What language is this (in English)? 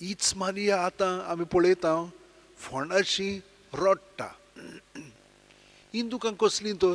Konkani